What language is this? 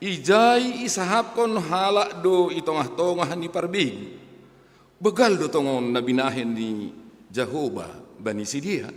Batak Simalungun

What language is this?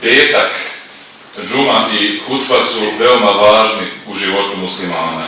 Bosnian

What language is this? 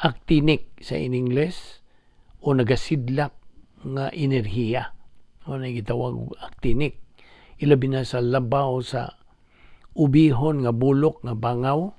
Cebuano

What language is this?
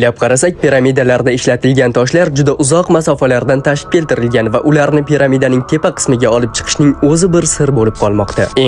Uzbek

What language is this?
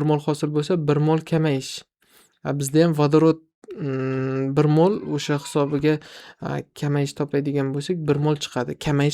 Uzbek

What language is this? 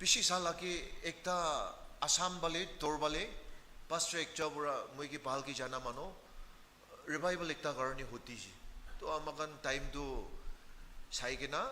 Naga Pidgin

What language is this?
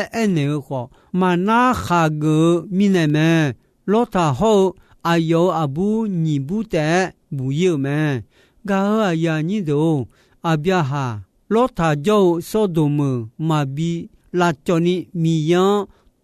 Akha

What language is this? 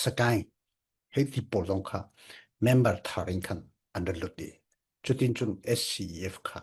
Falam Chin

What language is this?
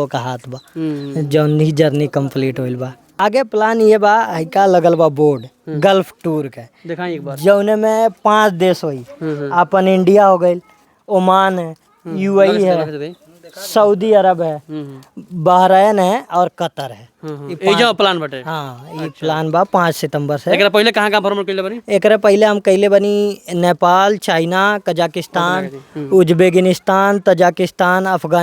Bhojpuri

